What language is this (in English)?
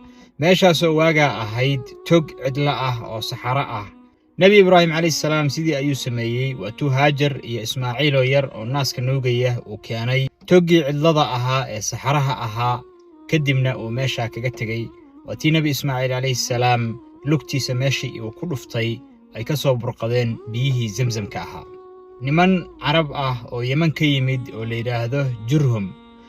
Somali